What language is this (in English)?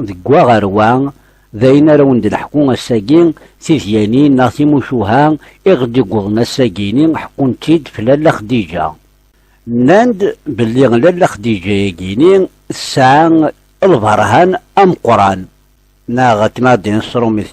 Kabyle